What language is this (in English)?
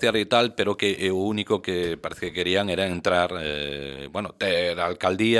Galician